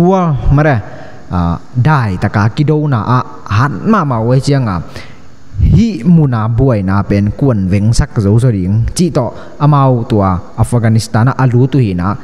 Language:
Tedim Chin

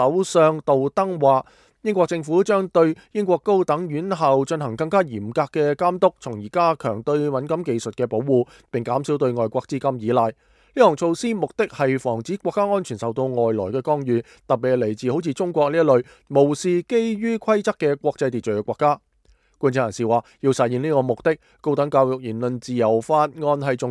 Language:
Cantonese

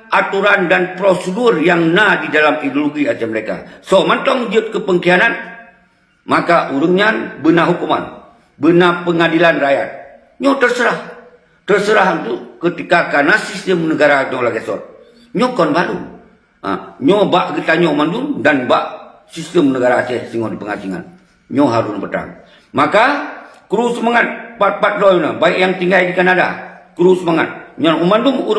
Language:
Achinese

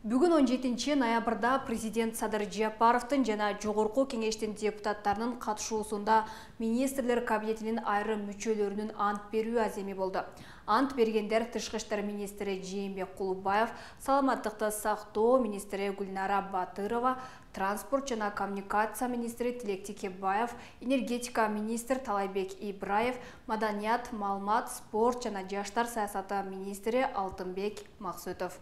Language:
Kyrgyz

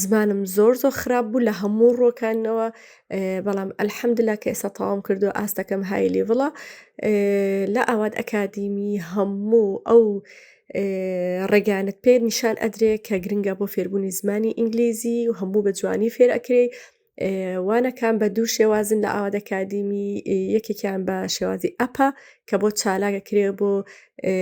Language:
Central Kurdish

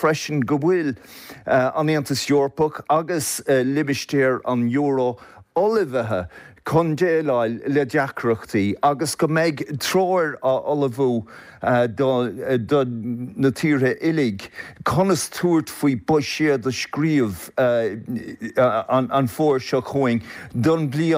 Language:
Irish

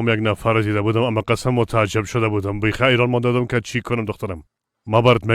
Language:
Persian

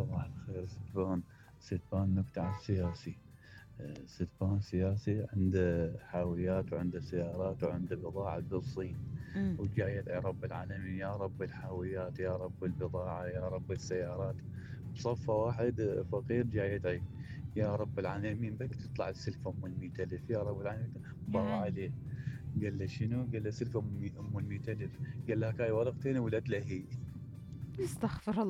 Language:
Mesopotamian Arabic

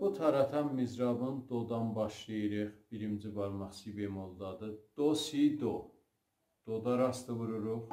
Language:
South Azerbaijani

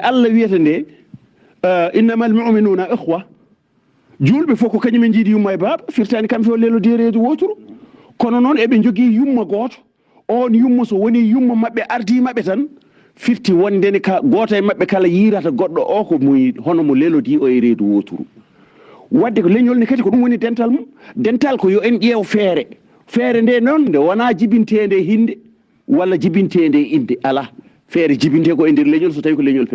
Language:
Fula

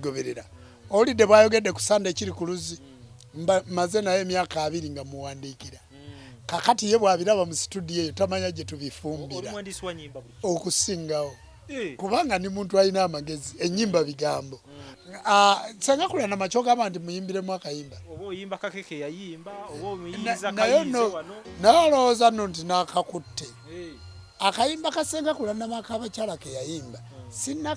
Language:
Ganda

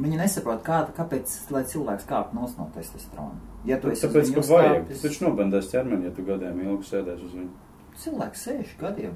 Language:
Latvian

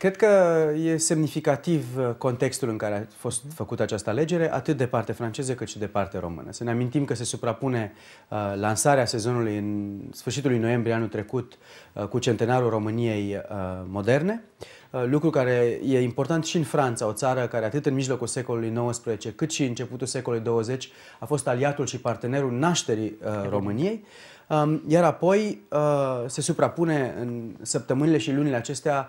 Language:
Romanian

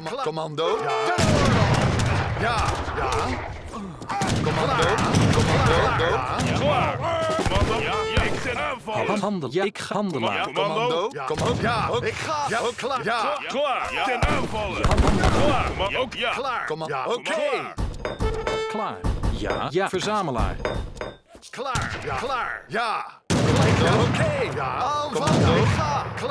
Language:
Dutch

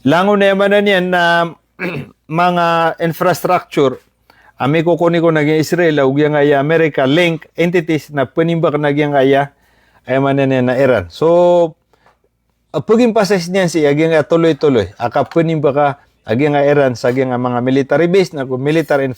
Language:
Maranao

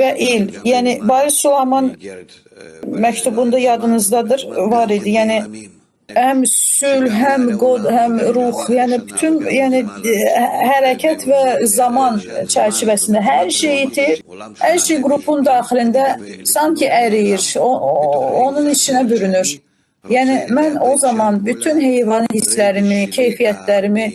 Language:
Azerbaijani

